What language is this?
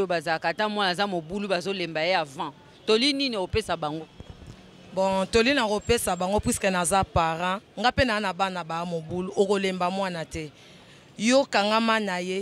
Lingala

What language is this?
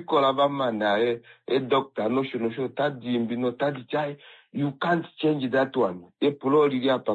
Kuanyama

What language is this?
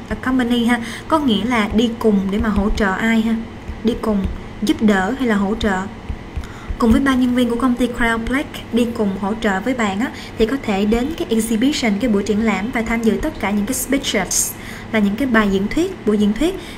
Vietnamese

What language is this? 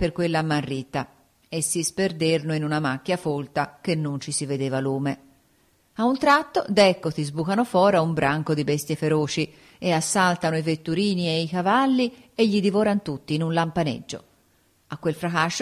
Italian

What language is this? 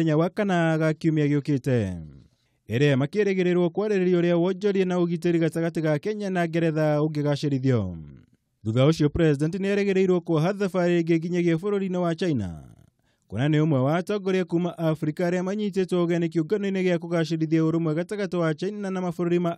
Kikuyu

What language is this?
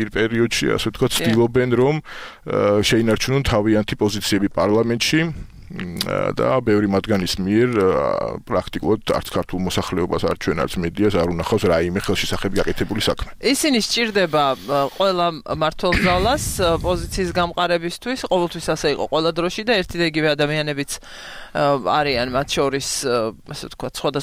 Georgian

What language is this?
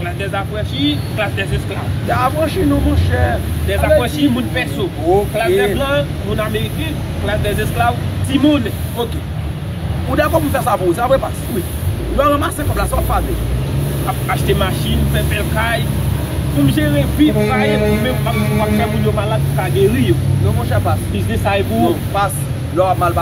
Haitian Creole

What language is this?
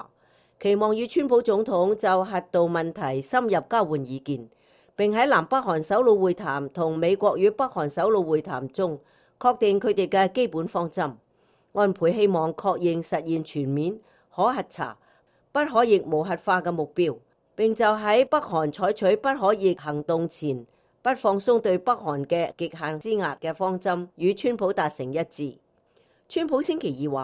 Cantonese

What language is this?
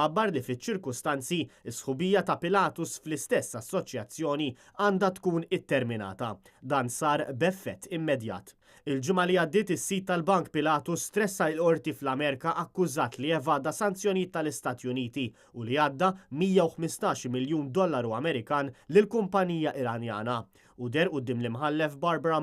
Maltese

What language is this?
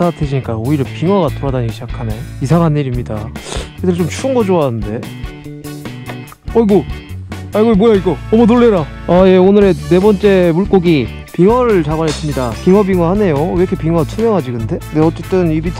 Korean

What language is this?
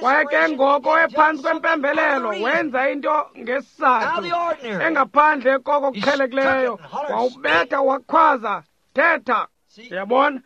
Xhosa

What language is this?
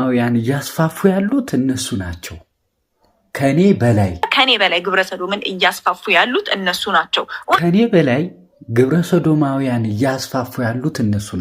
Amharic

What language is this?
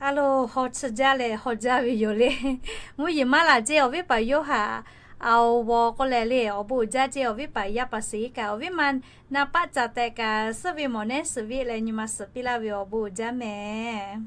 Lahu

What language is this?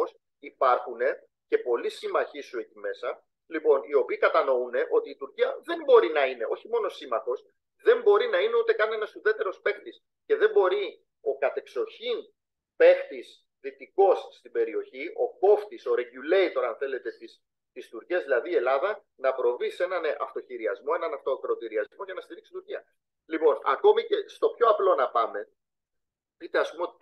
Greek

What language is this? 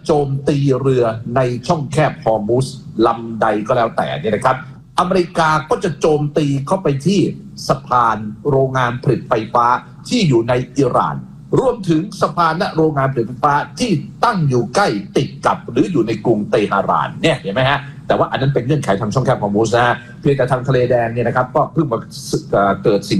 Thai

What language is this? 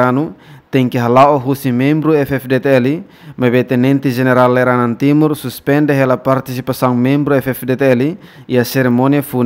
Tetum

